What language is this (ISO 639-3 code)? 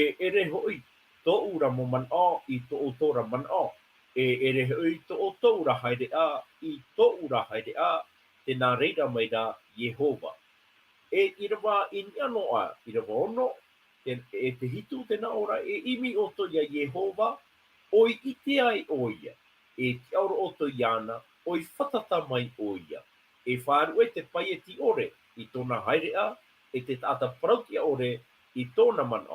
tah